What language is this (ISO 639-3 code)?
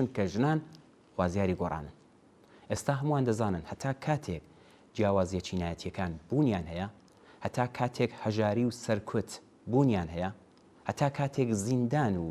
ckb